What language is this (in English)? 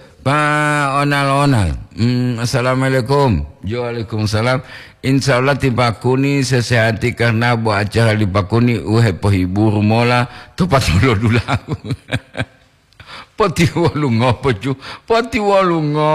Gorontalo